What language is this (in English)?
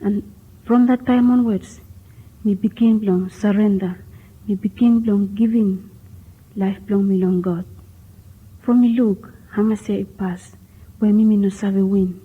Bislama